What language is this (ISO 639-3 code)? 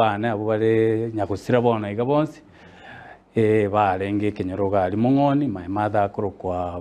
guz